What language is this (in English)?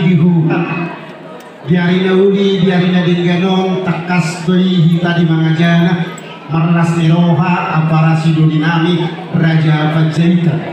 Batak Toba